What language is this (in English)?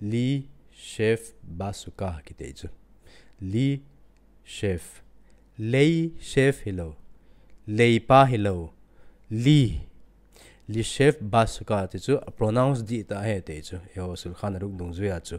Thado Chin